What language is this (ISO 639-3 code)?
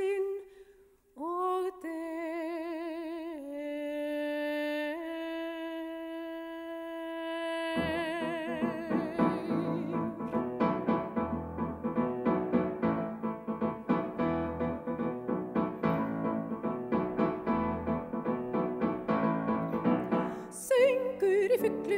isl